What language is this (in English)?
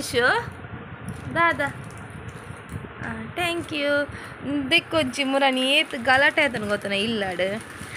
Tulu